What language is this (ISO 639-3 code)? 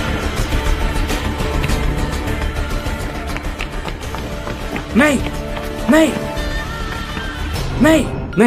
kha